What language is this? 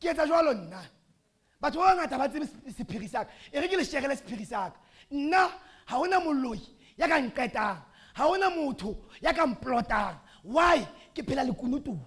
Southern Sotho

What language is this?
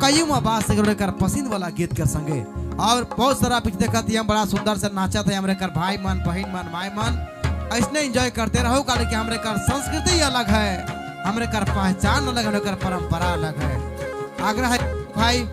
Sadri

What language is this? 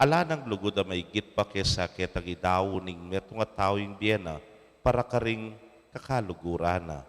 Pampanga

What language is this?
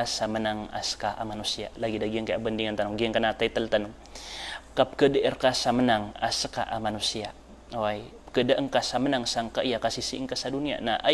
Maranao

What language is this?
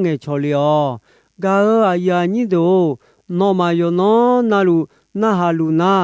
Akha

